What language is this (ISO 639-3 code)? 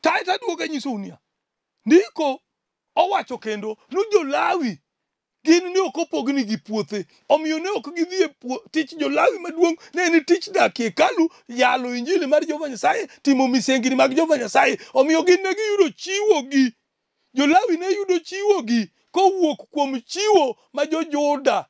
luo